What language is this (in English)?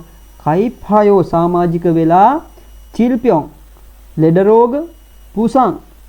Sinhala